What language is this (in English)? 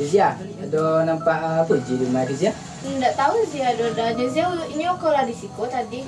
Minangkabau